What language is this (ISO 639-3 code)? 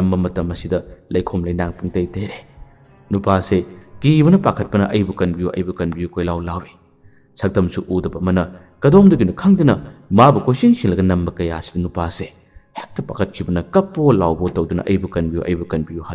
mni